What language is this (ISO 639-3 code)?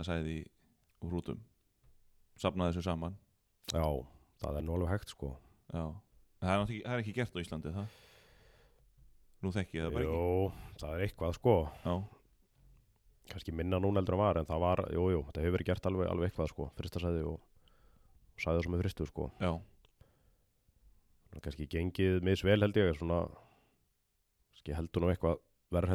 isl